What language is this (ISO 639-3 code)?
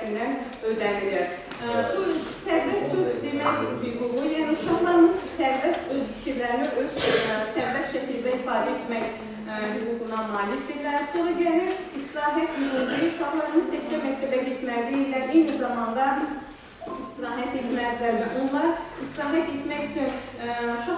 aze